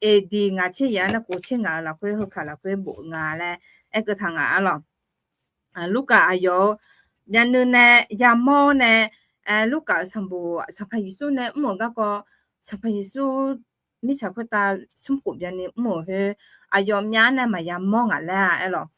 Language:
Akha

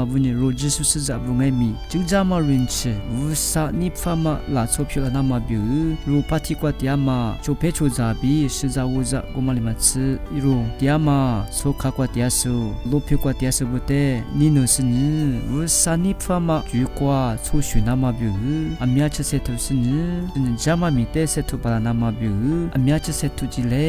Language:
Lisu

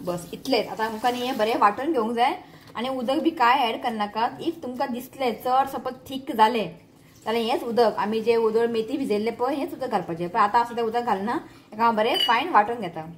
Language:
Konkani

